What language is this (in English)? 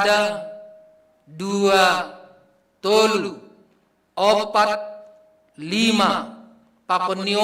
Batak Simalungun